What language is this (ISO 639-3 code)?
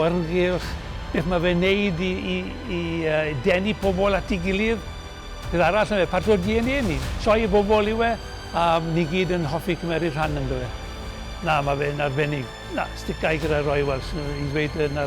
cym